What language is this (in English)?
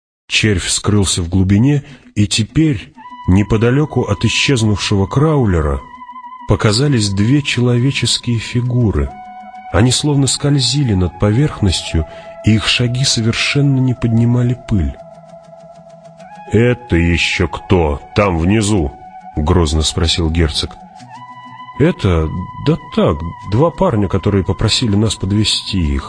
Russian